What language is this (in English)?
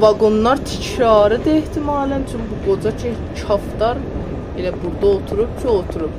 South Azerbaijani